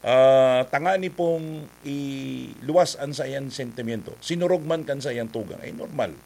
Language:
Bikol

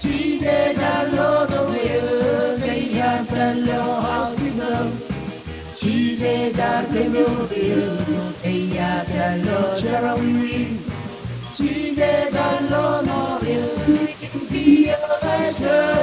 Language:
Marshallese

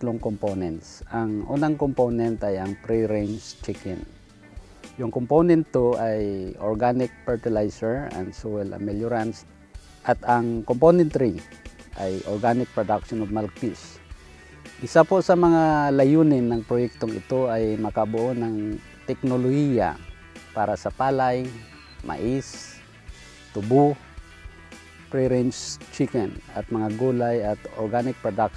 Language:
Filipino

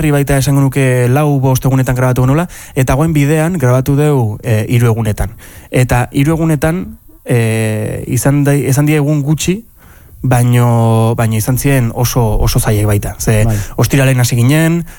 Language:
Basque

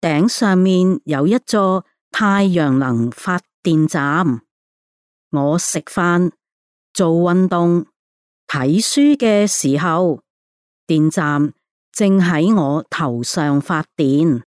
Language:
Cantonese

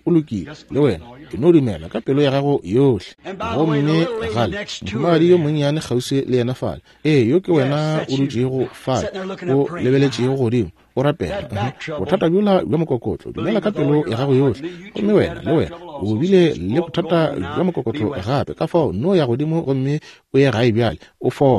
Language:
Northern Sotho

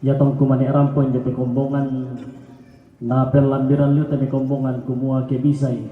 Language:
Toraja-Sa'dan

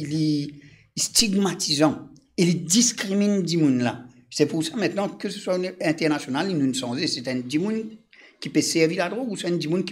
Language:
Morisyen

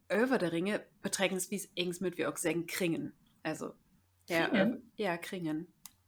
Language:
Low German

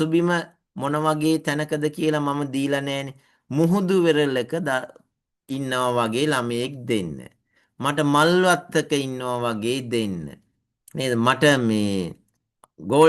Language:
Sinhala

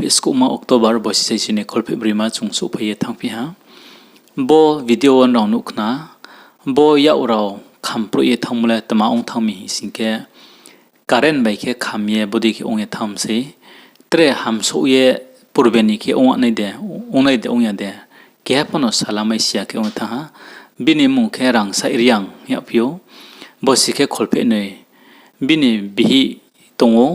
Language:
Riang (India)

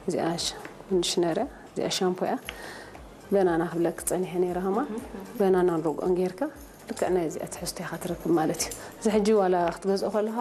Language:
Tigrinya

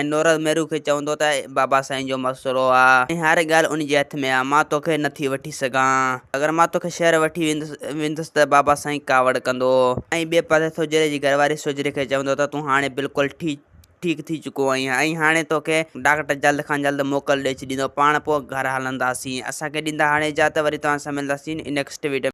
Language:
Sindhi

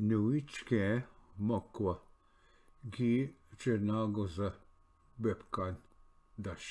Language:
Ojibwa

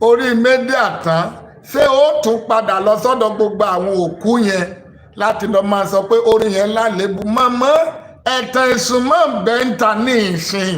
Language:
Yoruba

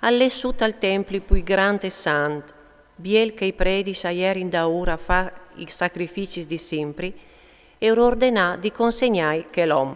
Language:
Friulian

